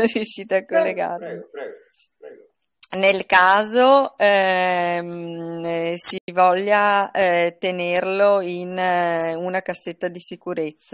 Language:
Italian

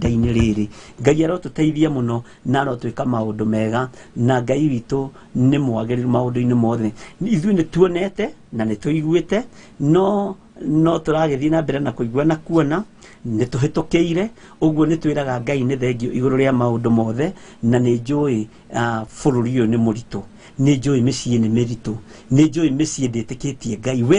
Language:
Kikuyu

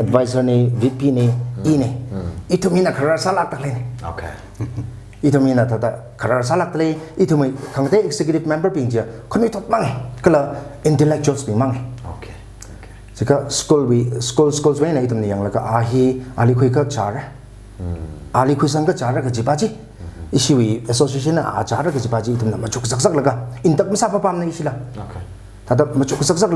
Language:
Tangkhul Naga (India)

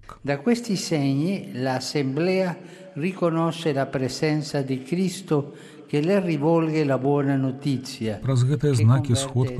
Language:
Belarusian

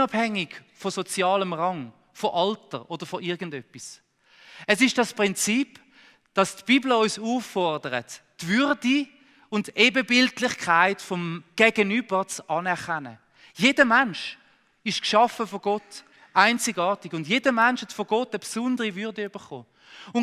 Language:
Swiss German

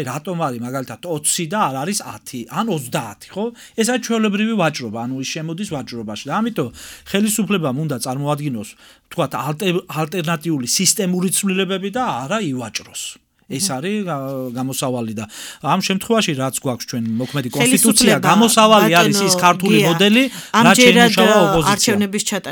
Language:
Georgian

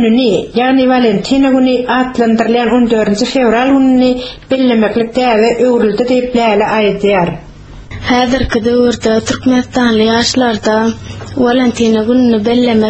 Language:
Turkmen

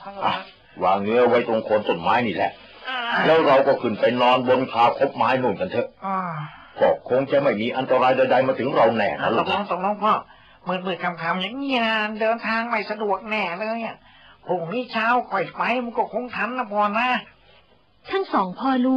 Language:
Thai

